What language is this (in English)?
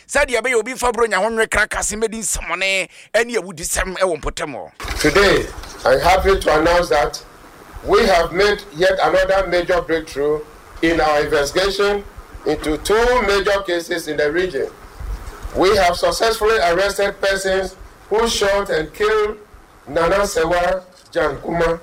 Akan